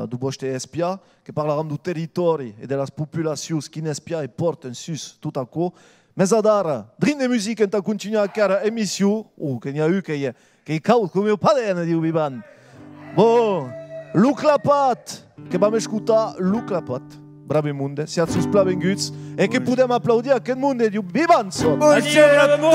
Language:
Occitan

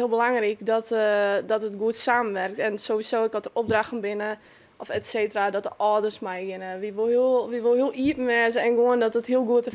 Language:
Western Frisian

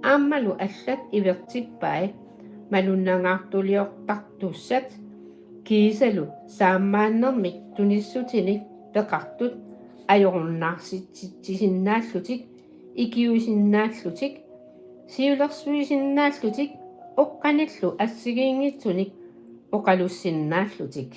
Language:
Kalaallisut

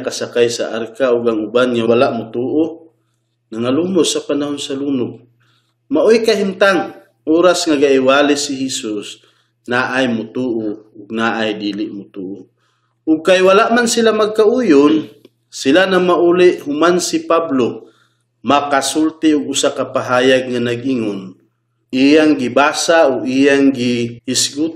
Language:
Cebuano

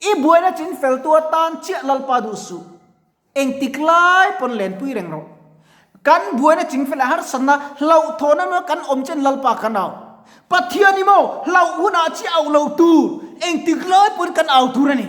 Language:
Mizo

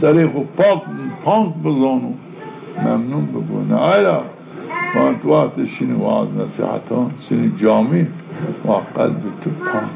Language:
Zaza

